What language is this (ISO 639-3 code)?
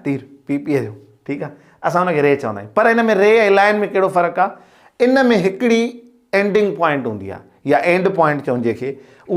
snd